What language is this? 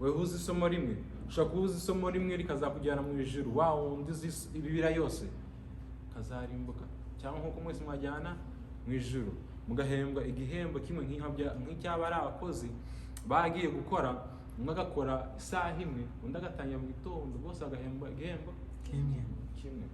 Kinyarwanda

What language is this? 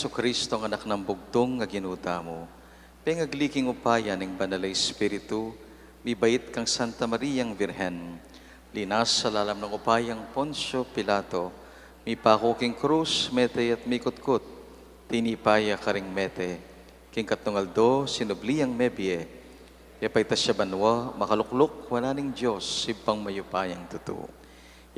Pampanga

